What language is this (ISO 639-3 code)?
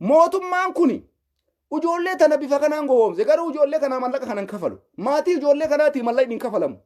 orm